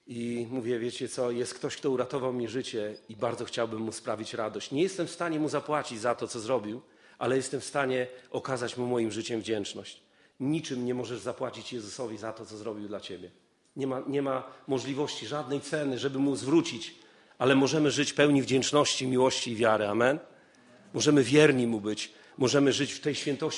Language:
Polish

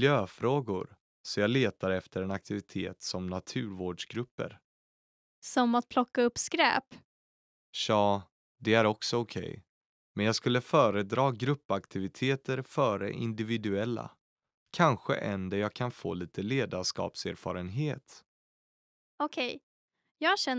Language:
Swedish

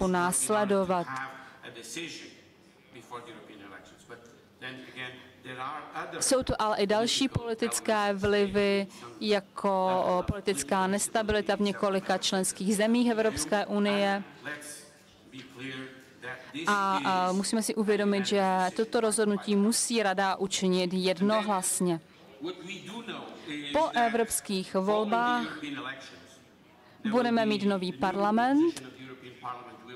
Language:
Czech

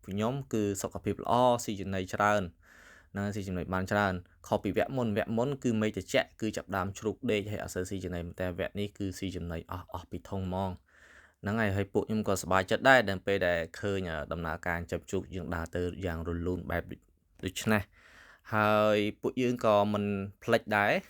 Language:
Khmer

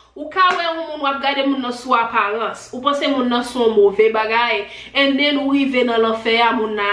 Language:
Haitian Creole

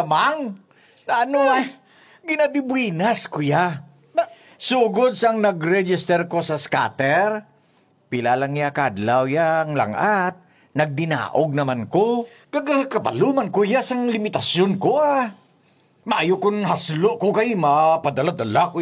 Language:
Hiligaynon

